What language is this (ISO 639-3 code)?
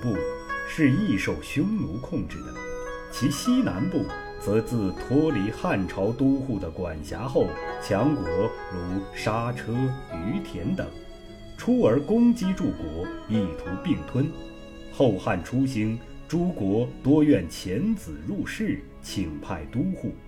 zho